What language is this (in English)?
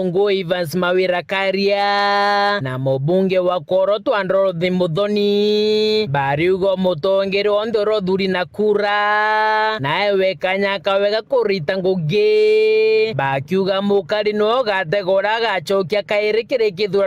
Meru